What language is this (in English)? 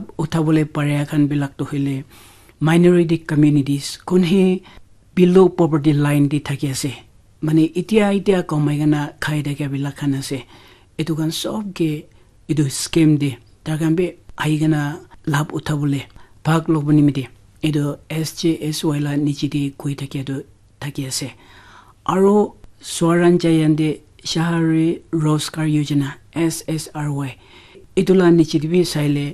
Naga Pidgin